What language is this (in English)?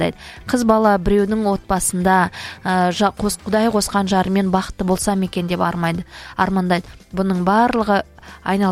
Kazakh